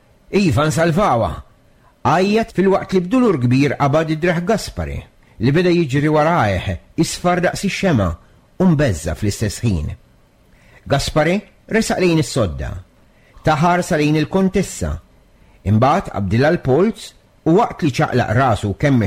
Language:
Maltese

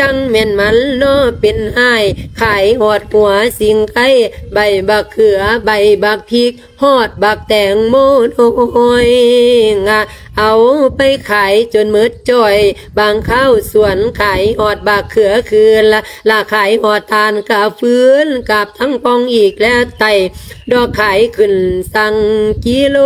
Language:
Lao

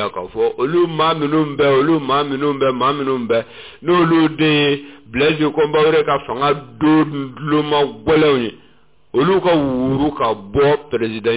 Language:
Bambara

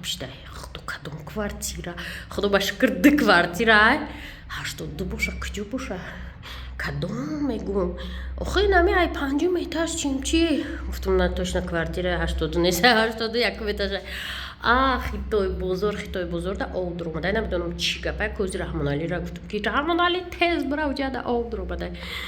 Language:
Tajik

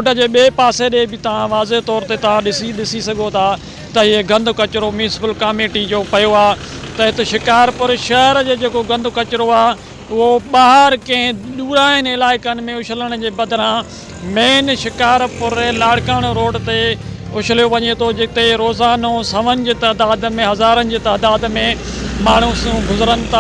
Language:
Sindhi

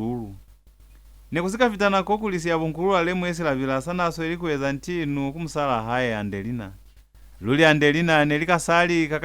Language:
Lozi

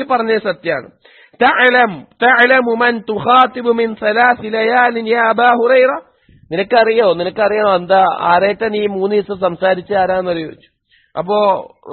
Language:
Malayalam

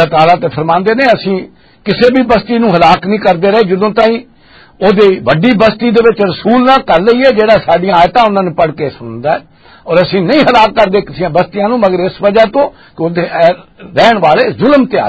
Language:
Western Panjabi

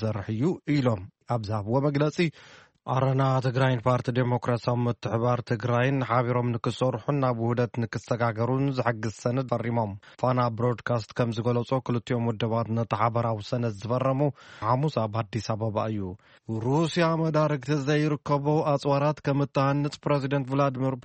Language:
Tigrinya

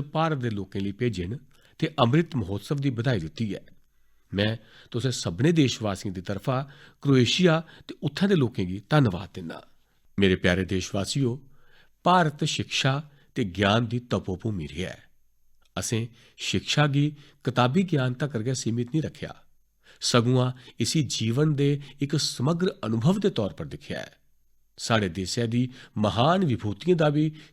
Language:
Dogri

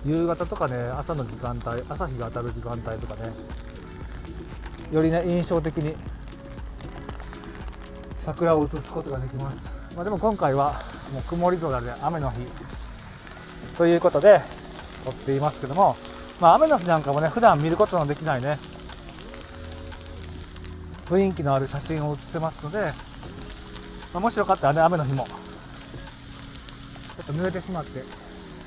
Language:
Japanese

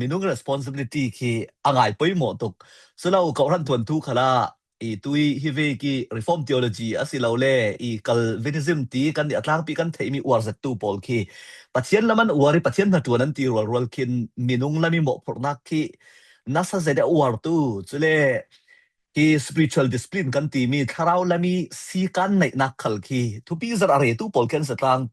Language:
Falam Chin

